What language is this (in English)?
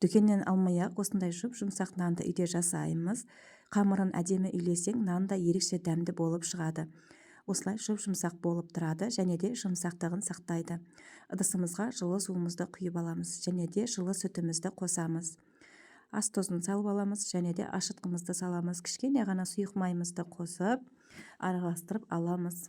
Kazakh